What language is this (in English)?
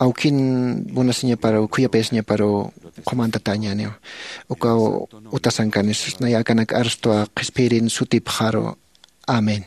Aymara